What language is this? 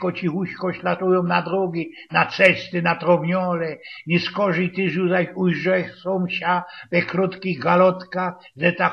Silesian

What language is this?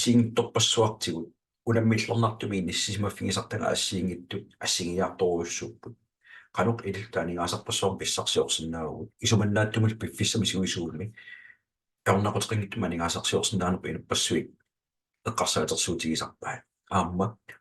Kalaallisut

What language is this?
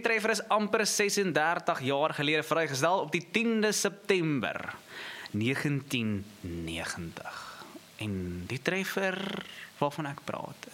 Afrikaans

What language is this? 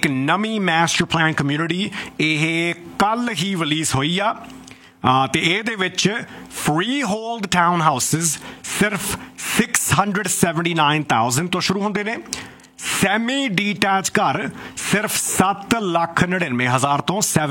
Punjabi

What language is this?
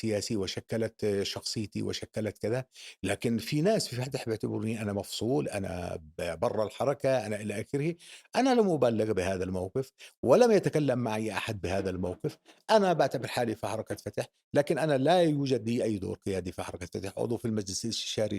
North Levantine Arabic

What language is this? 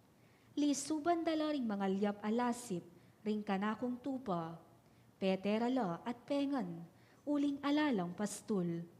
Pampanga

